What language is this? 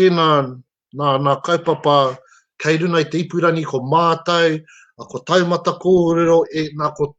Māori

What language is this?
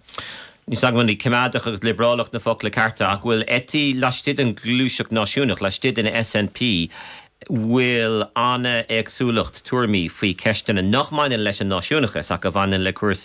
Irish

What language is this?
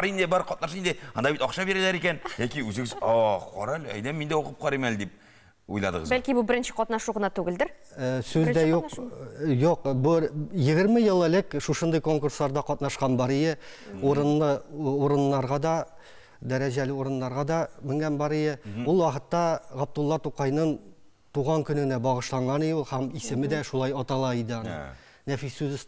Tatar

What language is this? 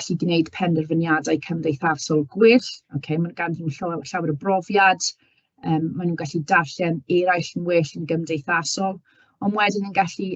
Welsh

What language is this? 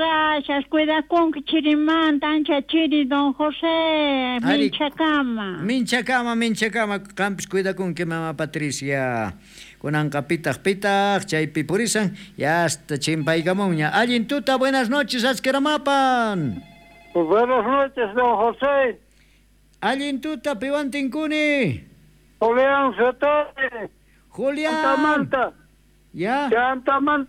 South Bolivian Quechua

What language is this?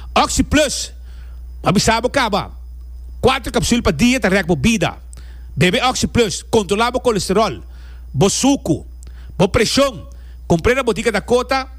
Papiamento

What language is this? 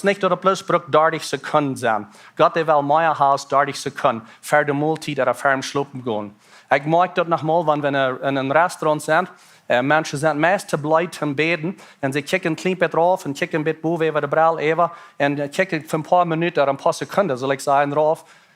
Plautdietsch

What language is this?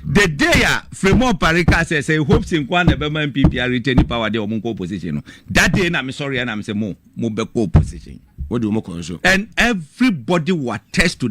Akan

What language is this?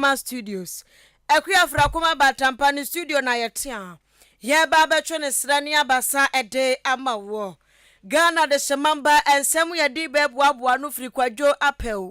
Akan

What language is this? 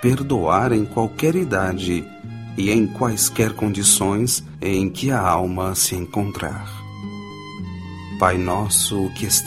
Portuguese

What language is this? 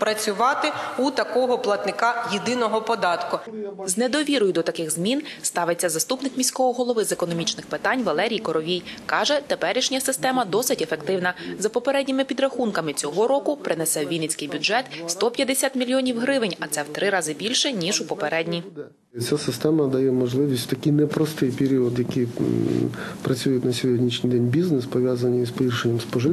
Ukrainian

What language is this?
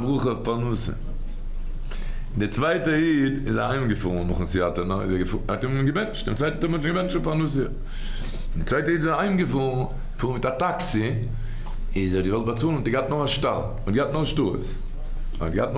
Yiddish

